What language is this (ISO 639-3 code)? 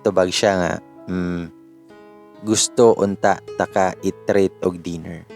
ceb